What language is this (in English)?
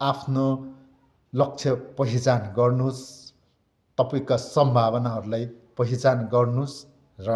Nepali